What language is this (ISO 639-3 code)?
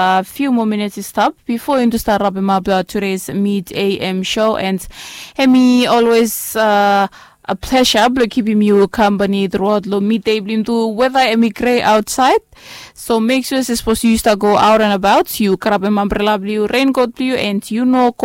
bis